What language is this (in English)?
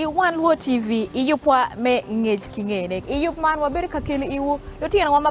Acoli